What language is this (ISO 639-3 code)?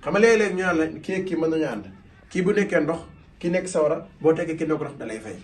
wol